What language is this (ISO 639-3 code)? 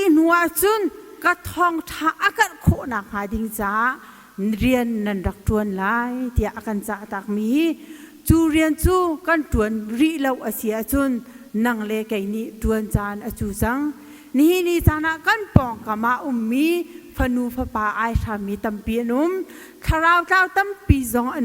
cnh